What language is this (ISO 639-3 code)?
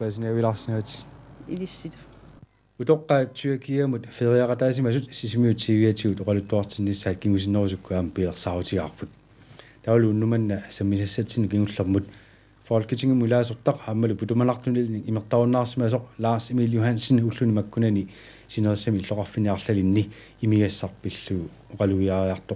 kal